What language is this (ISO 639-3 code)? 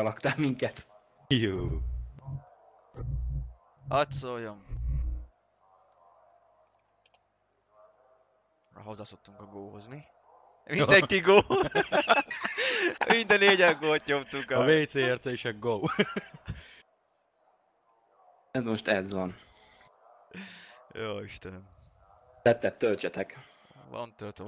hun